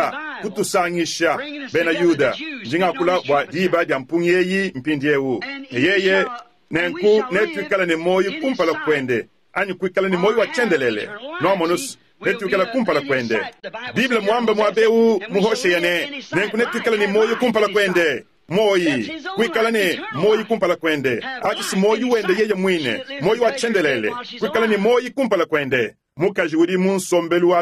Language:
Luba-Lulua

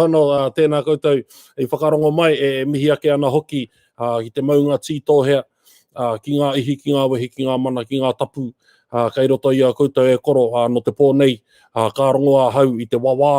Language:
Māori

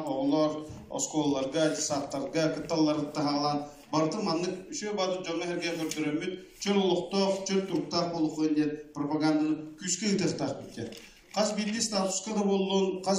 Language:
Yakut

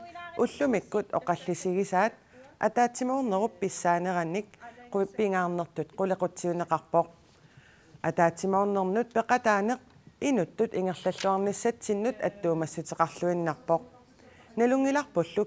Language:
Kalaallisut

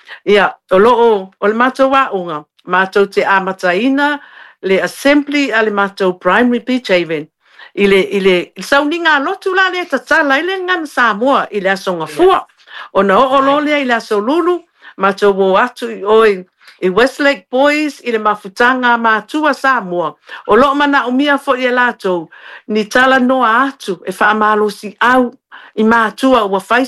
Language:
Samoan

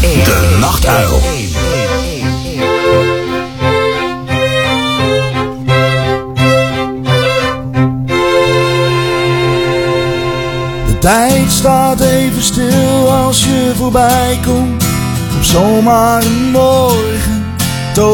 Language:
Dutch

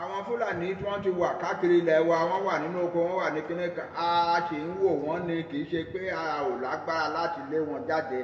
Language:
Yoruba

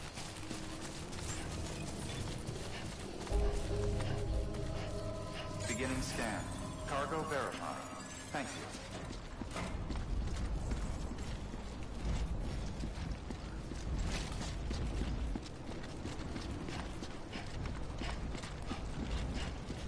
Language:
English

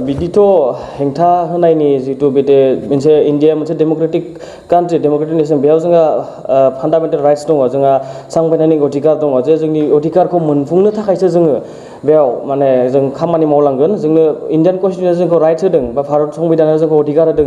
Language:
Bodo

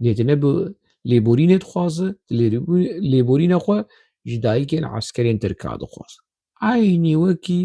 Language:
Kurdish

